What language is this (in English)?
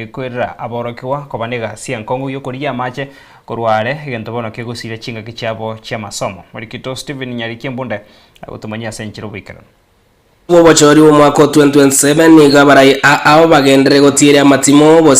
Gusii